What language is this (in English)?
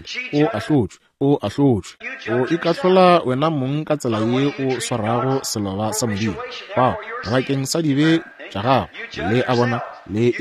Northern Sotho